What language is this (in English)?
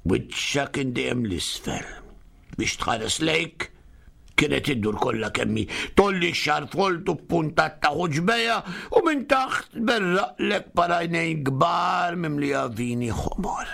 Maltese